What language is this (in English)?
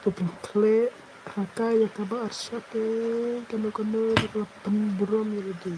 Khasi